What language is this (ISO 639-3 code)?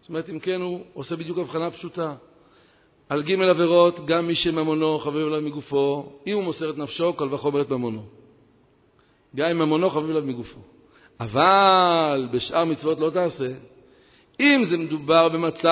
heb